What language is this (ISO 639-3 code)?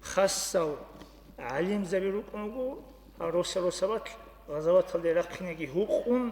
ava